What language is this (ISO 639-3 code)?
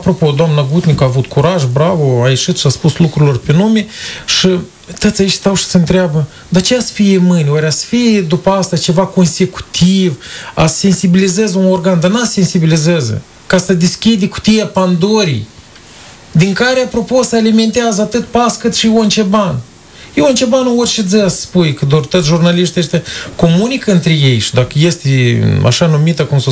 ron